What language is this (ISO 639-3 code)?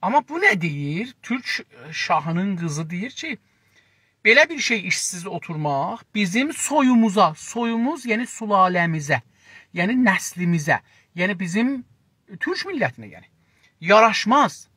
azb